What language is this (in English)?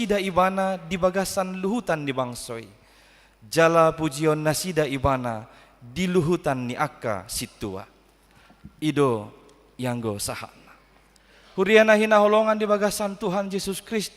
Batak Toba